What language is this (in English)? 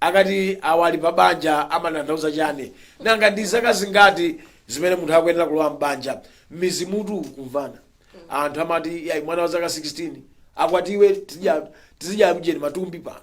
Nyanja